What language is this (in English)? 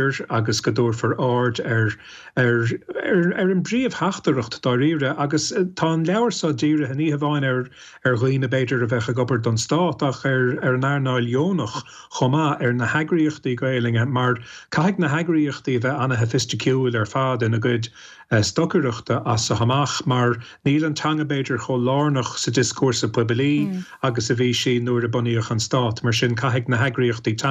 Irish